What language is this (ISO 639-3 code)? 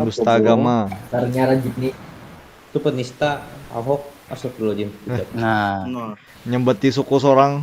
bjn